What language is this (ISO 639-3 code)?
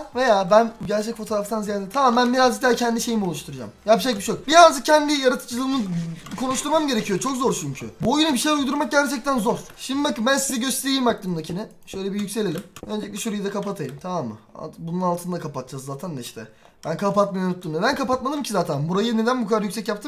tur